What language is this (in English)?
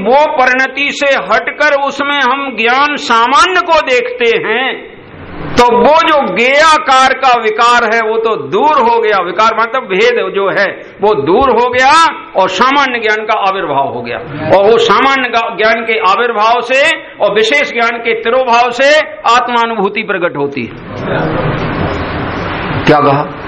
Hindi